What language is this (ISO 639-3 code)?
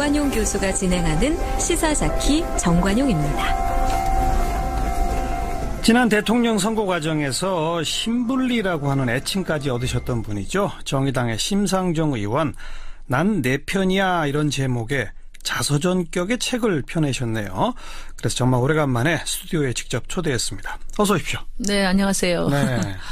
kor